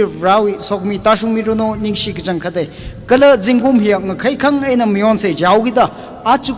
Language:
Tangkhul Naga (India)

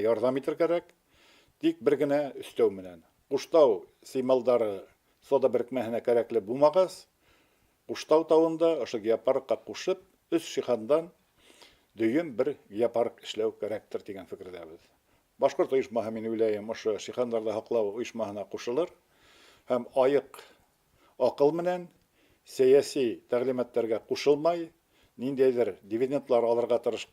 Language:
Bashkir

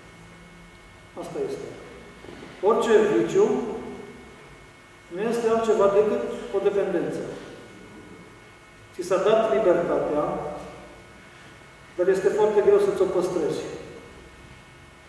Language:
Romanian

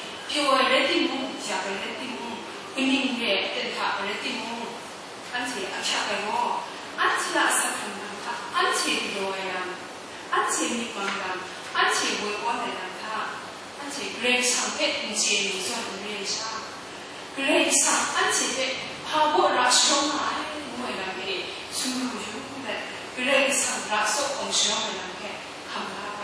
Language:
Kachin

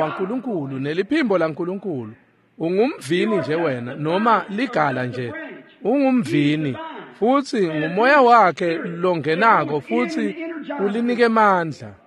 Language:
Swati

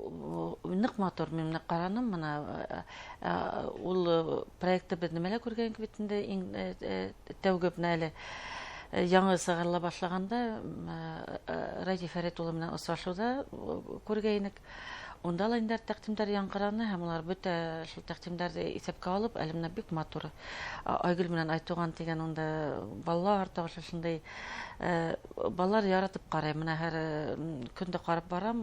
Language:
Bashkir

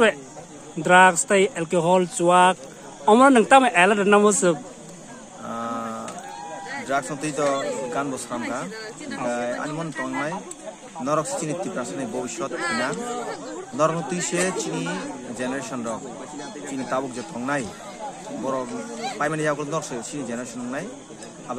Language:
Kok Borok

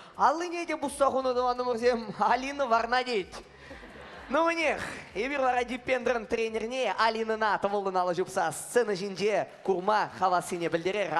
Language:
Chuvash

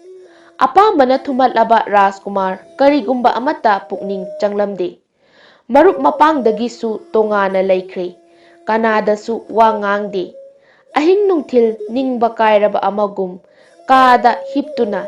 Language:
Manipuri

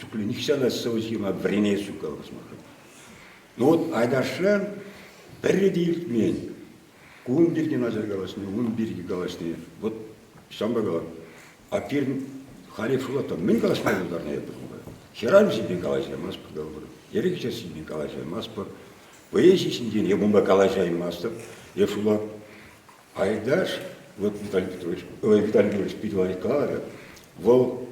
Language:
Chuvash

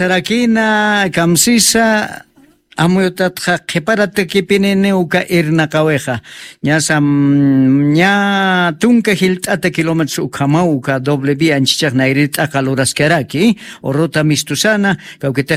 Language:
Aymara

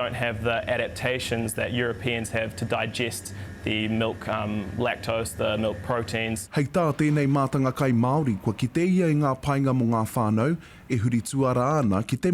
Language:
Māori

